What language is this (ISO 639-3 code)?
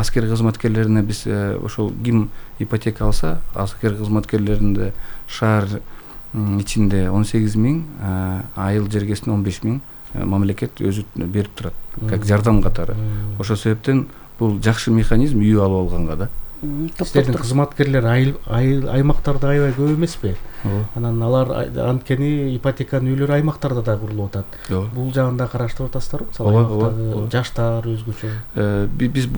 kir